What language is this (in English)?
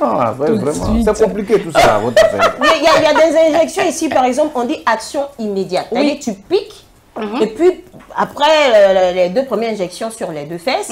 French